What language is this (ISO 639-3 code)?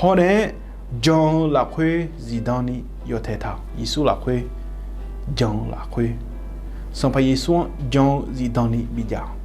ahk